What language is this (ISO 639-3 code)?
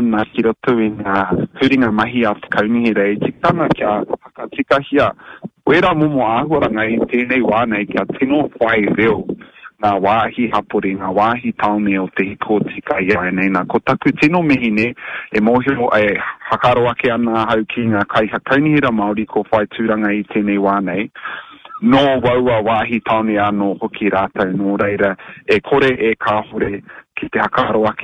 mri